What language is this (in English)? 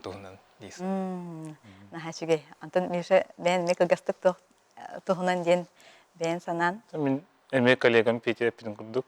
Yakut